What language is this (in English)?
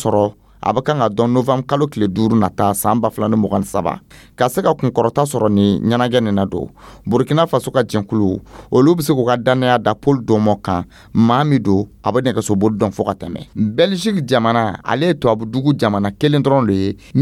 Dyula